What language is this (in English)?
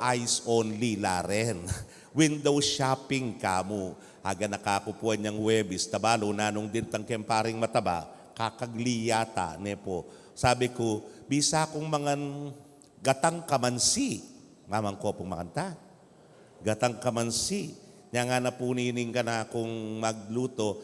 Pampanga